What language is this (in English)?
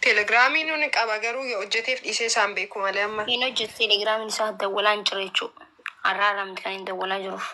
Oromo